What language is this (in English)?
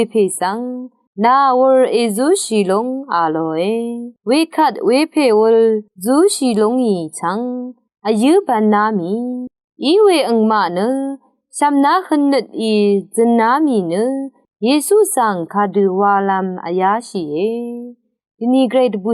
Rawang